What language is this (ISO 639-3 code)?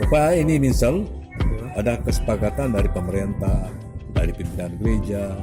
xmm